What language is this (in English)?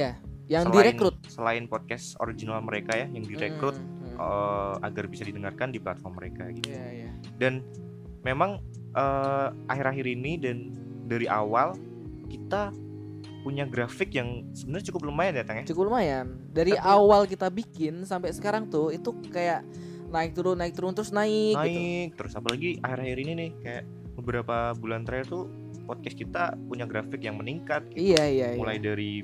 Indonesian